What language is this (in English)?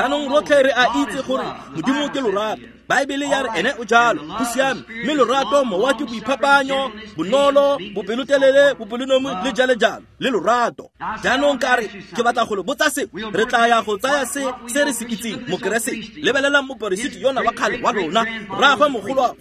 Tswana